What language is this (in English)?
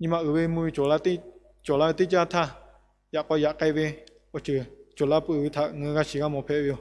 Lahu